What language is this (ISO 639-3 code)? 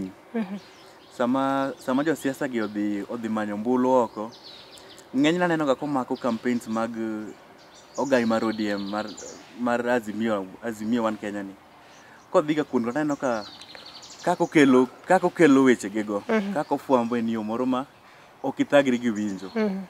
luo